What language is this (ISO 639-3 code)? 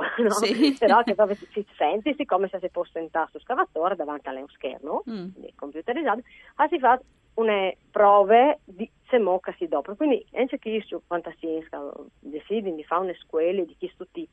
fur